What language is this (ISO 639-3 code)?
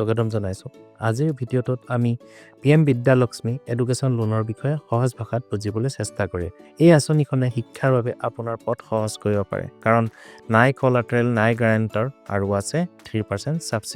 asm